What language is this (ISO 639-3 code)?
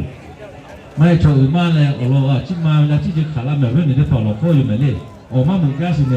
lhu